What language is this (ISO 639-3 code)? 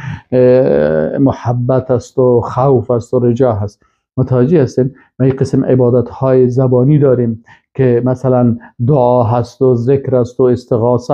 fas